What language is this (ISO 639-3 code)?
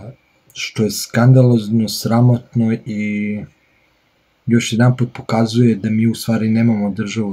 srp